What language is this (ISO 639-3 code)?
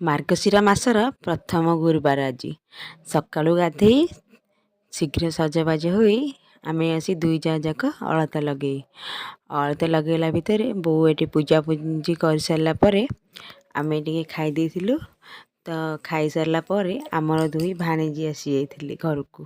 ori